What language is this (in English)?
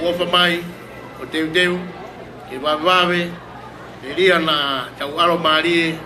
Tongan